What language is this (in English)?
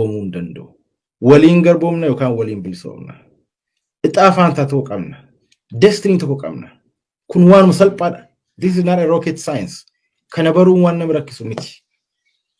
Oromo